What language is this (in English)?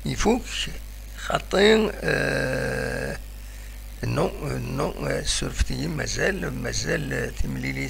Kabyle